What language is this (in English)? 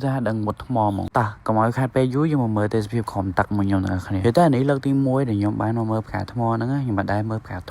Khmer